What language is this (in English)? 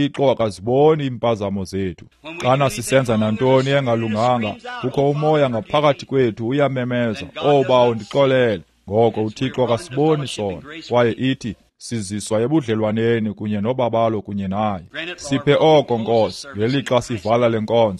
Xhosa